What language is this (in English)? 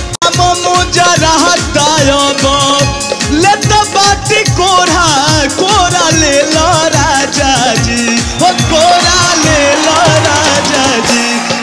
Bhojpuri